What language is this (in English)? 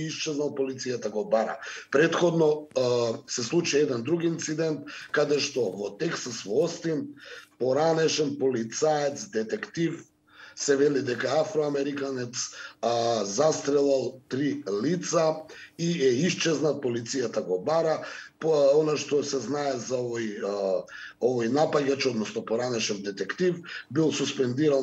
Macedonian